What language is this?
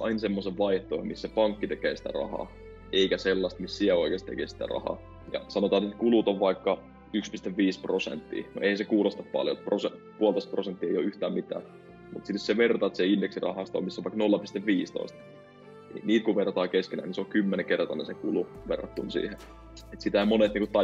Finnish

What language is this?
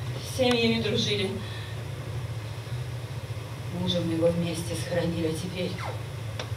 Russian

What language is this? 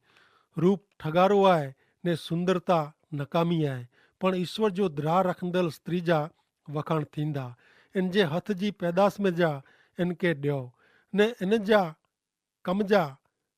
Kachhi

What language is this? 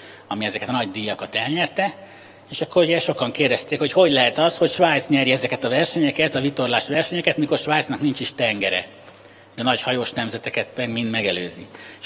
Hungarian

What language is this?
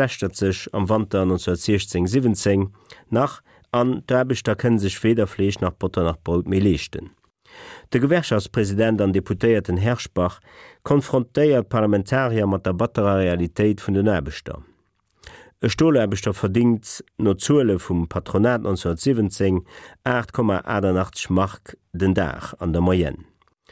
Luxembourgish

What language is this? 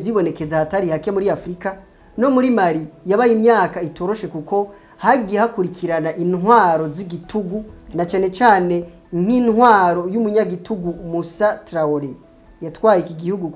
Rundi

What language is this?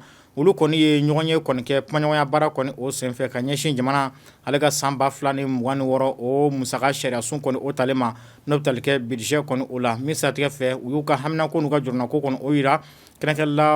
Bambara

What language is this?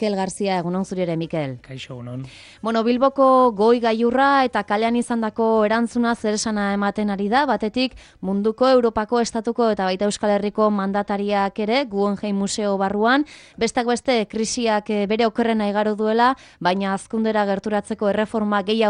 Basque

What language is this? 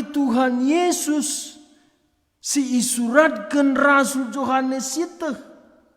Batak Karo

